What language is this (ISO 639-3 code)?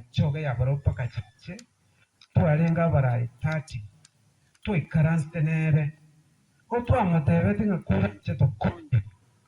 guz